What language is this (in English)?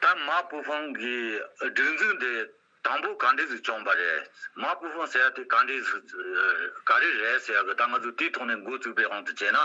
Tibetan